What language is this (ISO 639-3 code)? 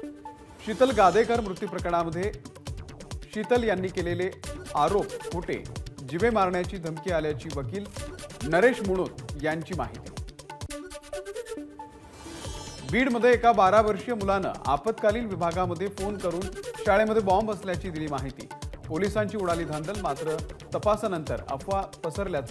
mar